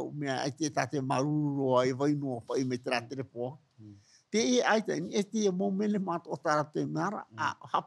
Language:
Tahitian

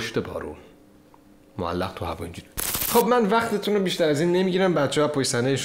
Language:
Persian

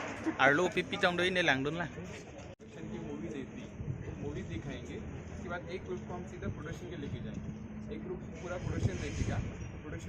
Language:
Karbi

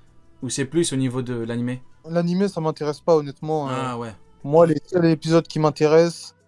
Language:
French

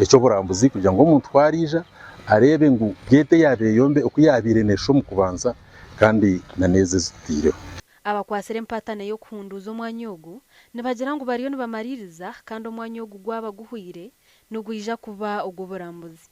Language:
Nyankole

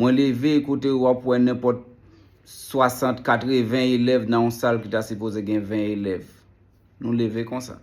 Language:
Haitian Creole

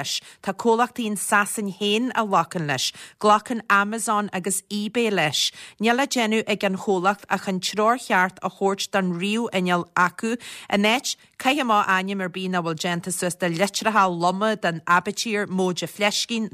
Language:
Irish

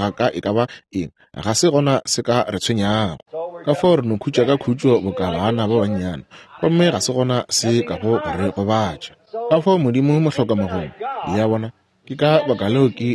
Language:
Northern Sotho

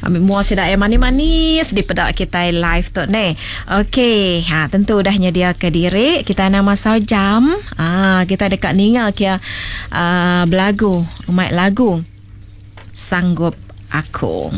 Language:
Iban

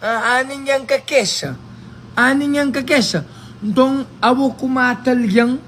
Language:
Kabuverdianu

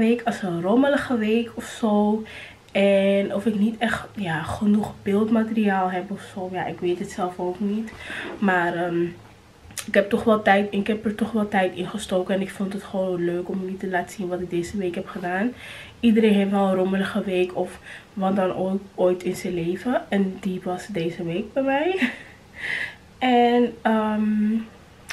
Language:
Dutch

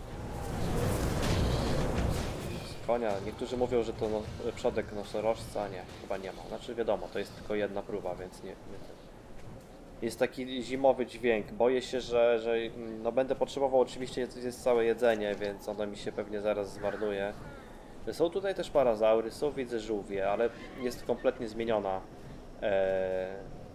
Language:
Polish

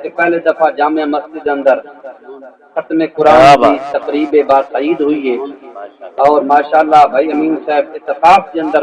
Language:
Saraiki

